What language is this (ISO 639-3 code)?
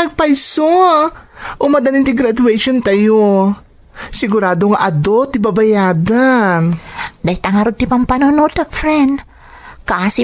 ilo